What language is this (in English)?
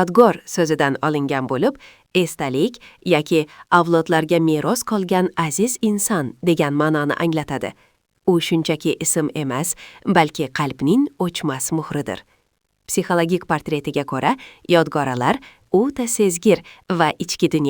Uzbek